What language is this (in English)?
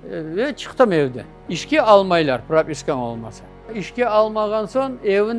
Crimean Tatar